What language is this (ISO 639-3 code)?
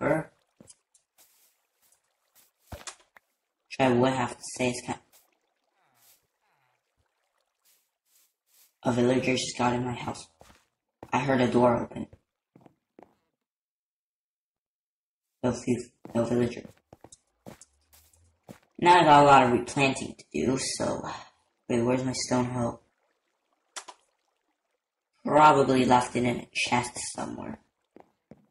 eng